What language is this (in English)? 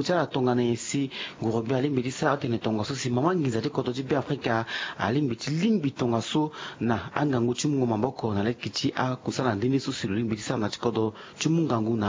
Sango